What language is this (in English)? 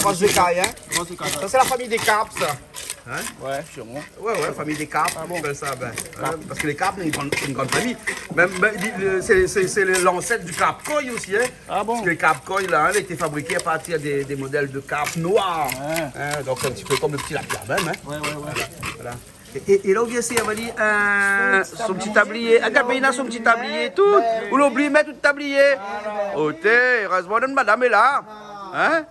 Réunion Creole French